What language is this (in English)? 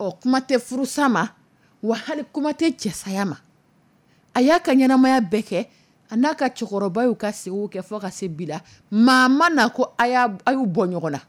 Dyula